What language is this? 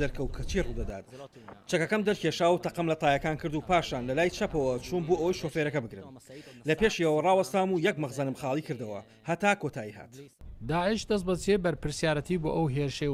Central Kurdish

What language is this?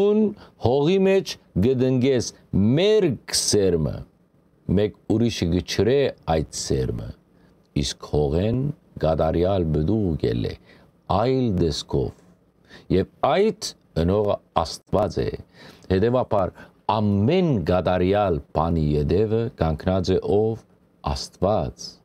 Western Armenian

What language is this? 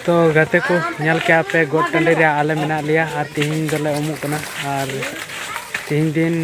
Santali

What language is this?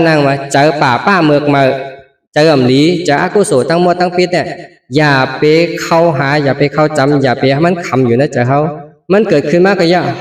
Shan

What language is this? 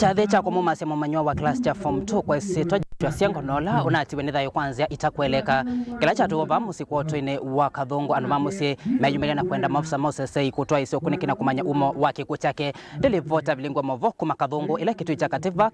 Kamba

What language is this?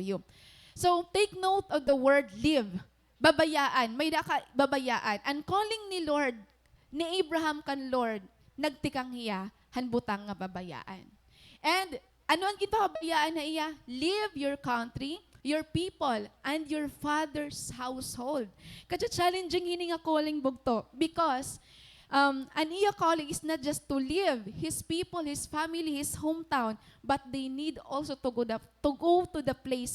Waray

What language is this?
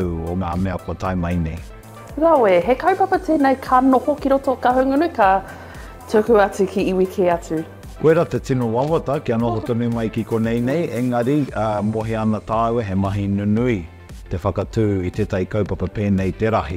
Māori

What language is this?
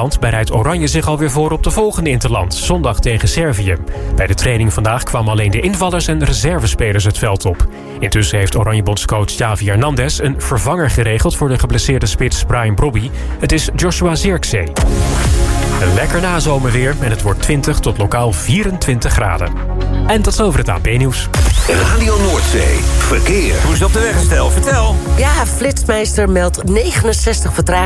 Dutch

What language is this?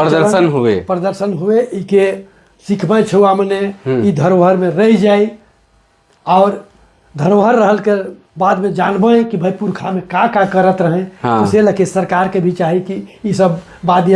Sadri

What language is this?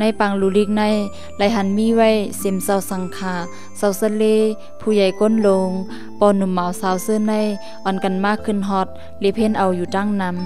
Shan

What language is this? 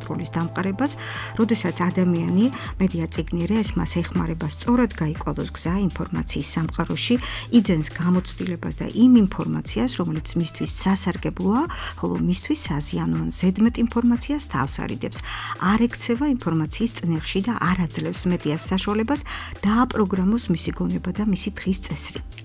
Georgian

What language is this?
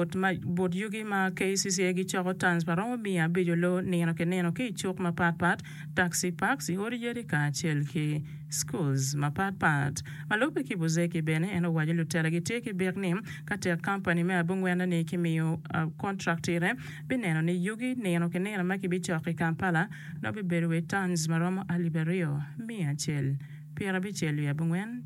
Acoli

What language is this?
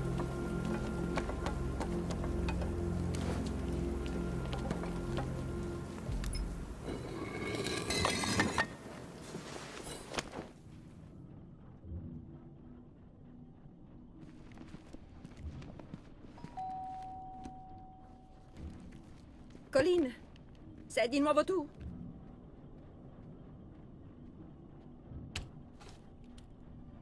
Italian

